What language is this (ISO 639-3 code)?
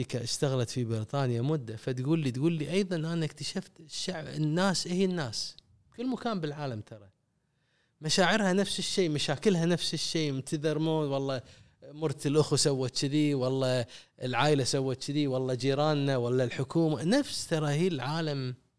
afb